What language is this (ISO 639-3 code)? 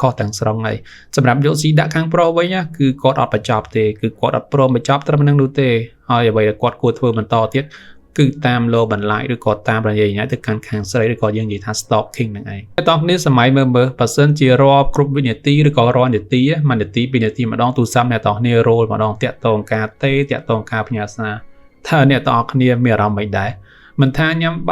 khm